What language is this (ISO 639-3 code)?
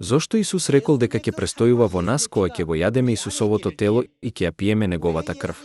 mkd